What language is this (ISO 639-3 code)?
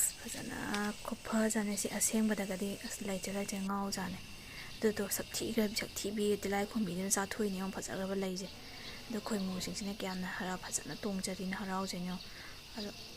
mni